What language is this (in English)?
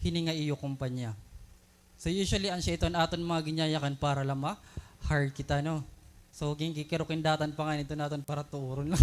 Waray